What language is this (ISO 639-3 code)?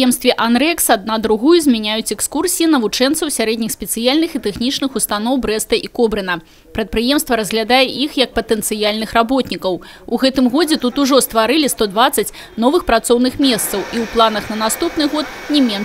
bel